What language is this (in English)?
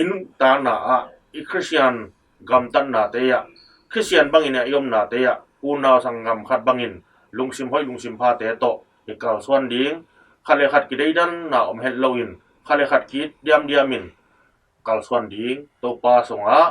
Tedim Chin